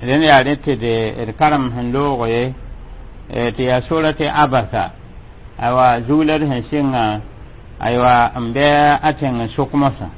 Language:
Mossi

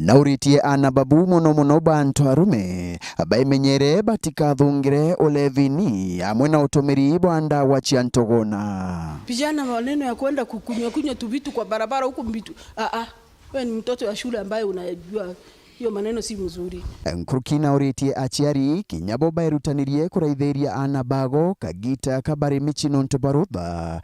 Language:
Meru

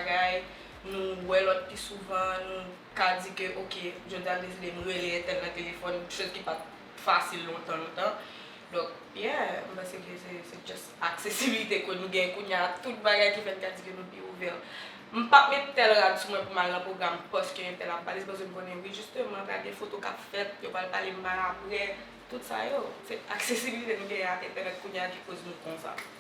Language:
Haitian Creole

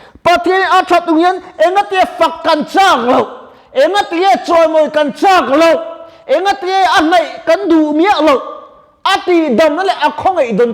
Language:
Mizo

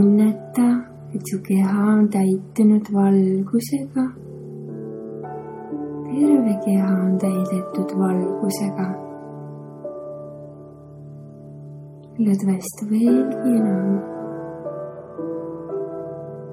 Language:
Estonian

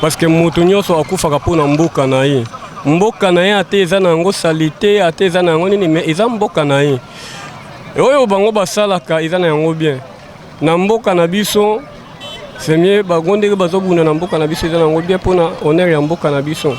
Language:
Lingala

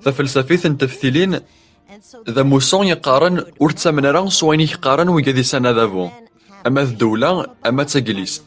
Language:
Kabyle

